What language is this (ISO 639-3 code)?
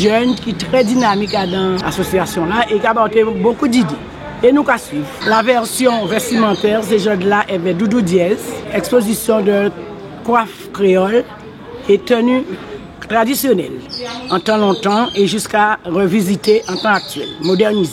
gcf